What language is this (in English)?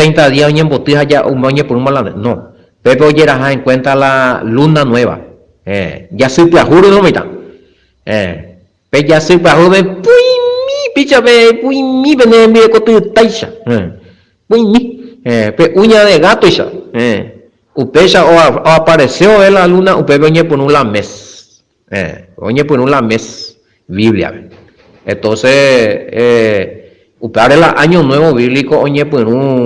Guarani